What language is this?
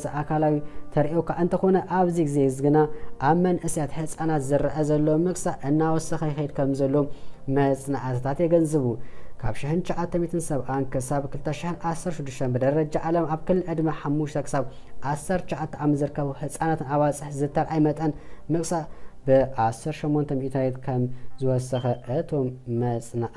Tigrinya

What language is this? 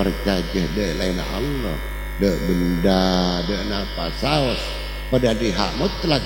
Madurese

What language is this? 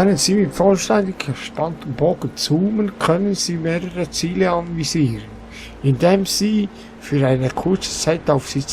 Swiss German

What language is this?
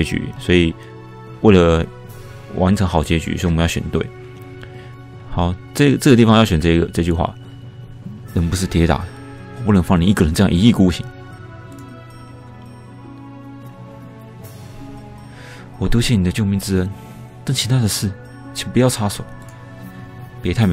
Chinese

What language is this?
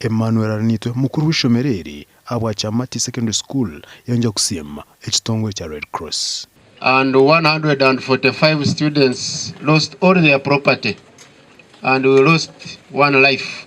Nyankole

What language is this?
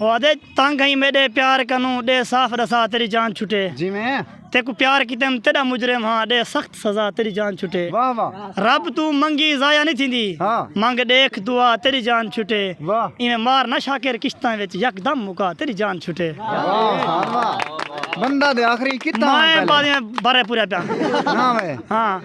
Saraiki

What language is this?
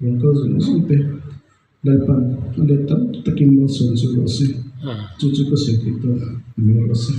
Mizo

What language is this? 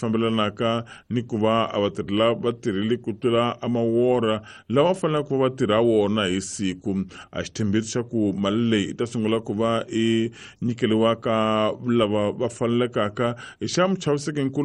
Tsonga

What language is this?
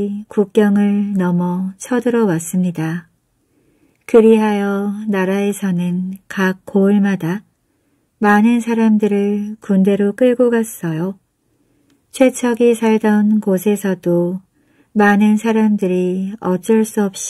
Korean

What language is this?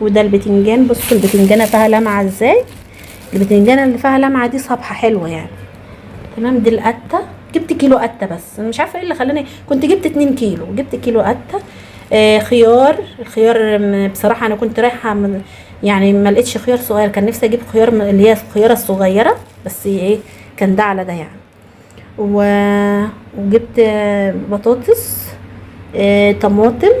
Egyptian Arabic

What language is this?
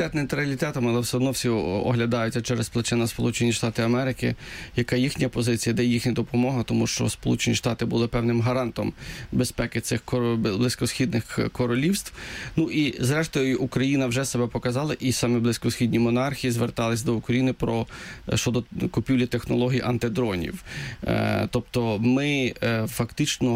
Ukrainian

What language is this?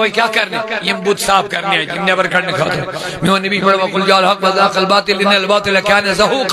Kashmiri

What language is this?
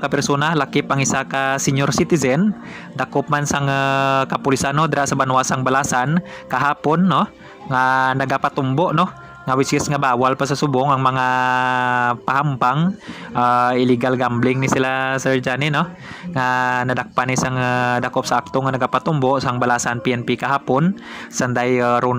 Hiligaynon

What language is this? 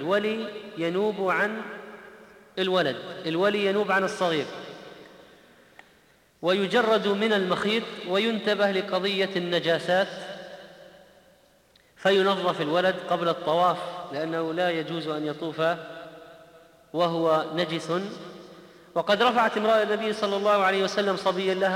Arabic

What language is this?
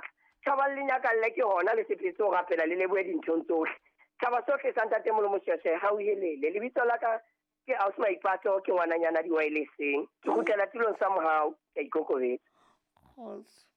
Southern Sotho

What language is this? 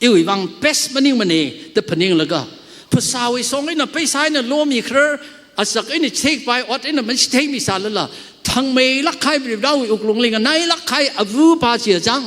Tangkhul Naga (India)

